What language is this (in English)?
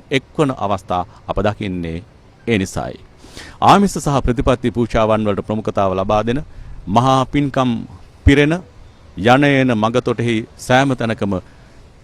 Sinhala